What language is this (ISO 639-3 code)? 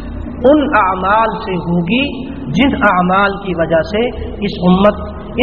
urd